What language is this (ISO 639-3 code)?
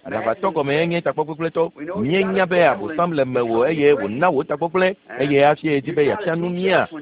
ewe